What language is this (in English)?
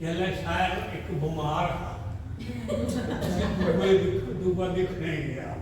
Dogri